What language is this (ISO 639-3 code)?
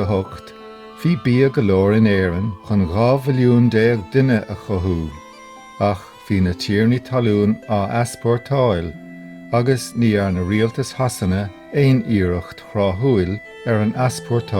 gle